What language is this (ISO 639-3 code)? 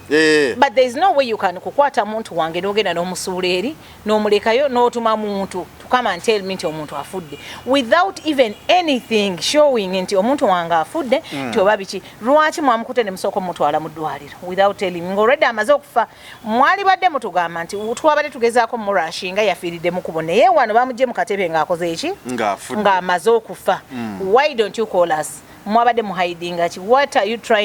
lug